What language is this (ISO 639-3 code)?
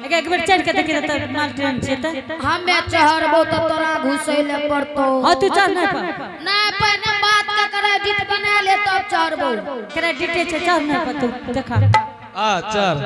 anp